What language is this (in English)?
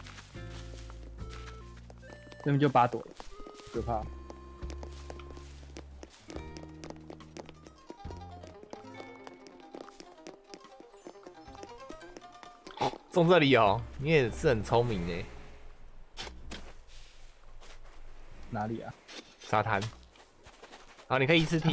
Chinese